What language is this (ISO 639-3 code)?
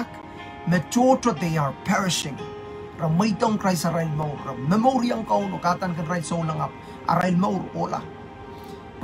pon